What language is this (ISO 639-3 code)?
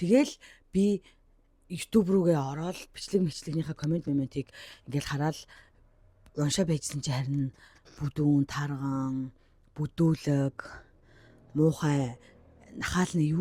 mon